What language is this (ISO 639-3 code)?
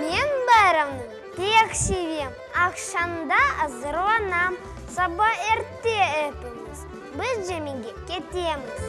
crh